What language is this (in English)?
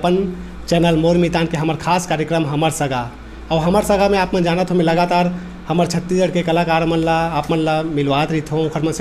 Chhattisgarhi